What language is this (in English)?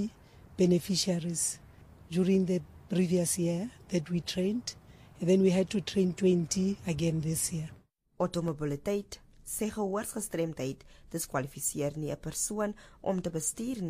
Afrikaans